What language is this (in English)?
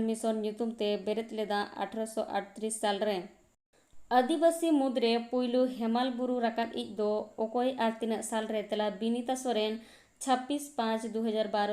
Santali